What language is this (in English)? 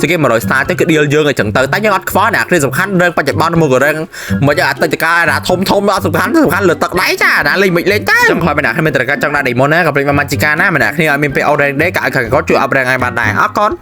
Khmer